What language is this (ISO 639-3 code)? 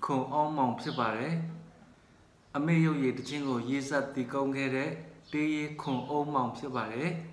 mya